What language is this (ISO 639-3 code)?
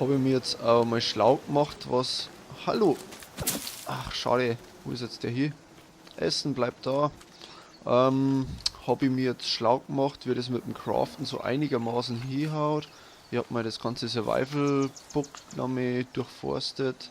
bar